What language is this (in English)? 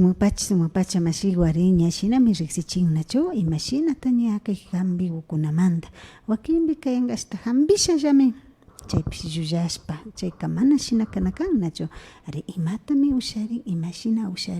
Imbabura Highland Quichua